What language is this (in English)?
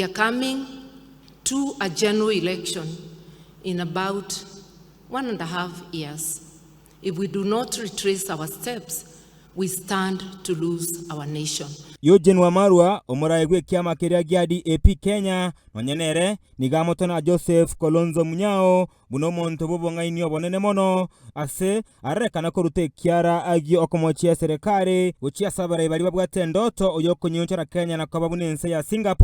Gusii